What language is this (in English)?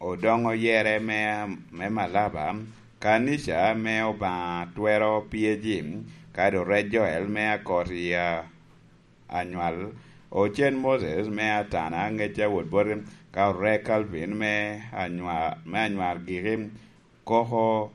Lango (Uganda)